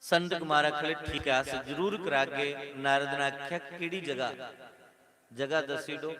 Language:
Dogri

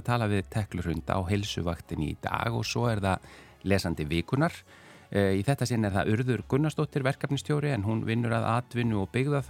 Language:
Icelandic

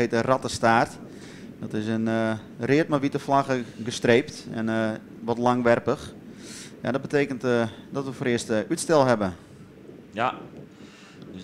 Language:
Western Frisian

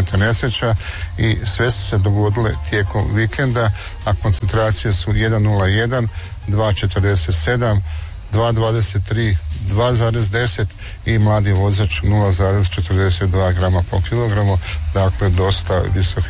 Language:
Croatian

